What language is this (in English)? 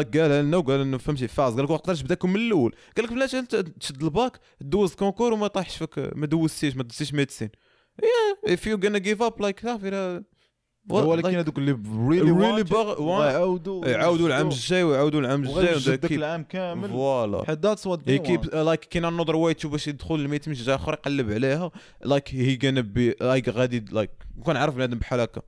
Moroccan Arabic